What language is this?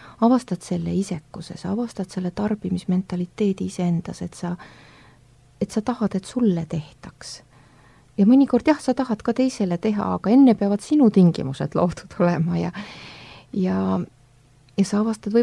Estonian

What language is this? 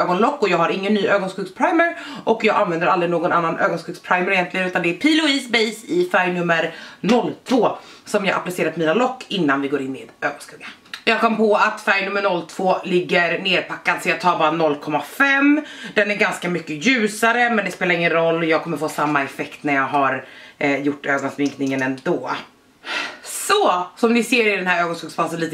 Swedish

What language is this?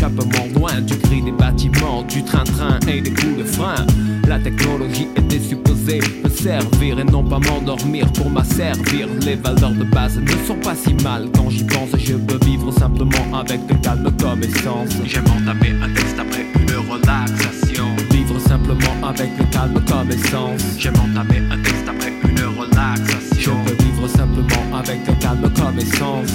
French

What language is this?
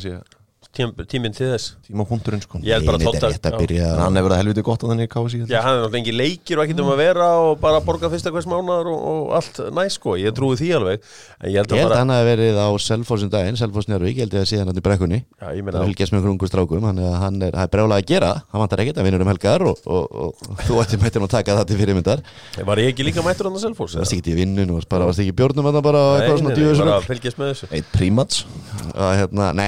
Icelandic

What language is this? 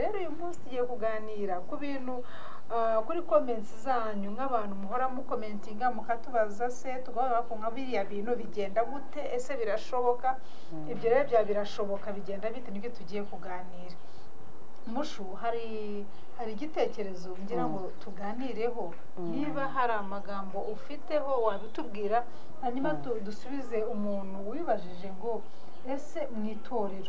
Kinyarwanda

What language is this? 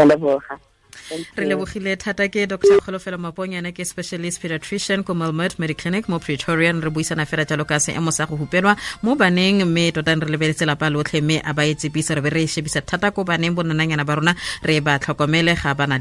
Tswana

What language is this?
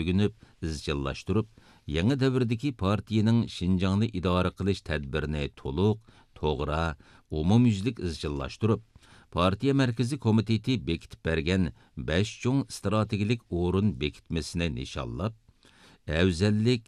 Uyghur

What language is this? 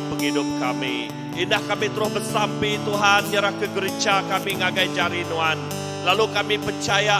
Iban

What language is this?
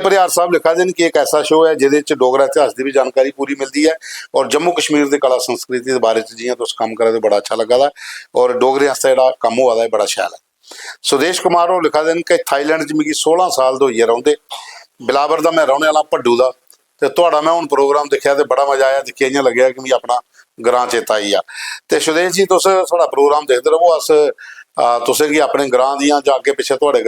Dogri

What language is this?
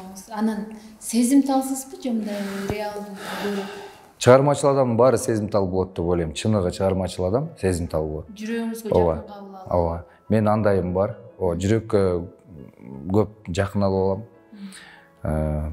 Kyrgyz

